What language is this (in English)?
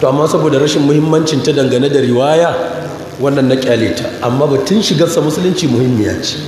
Hausa